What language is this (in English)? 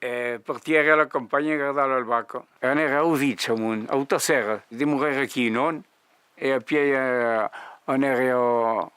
Occitan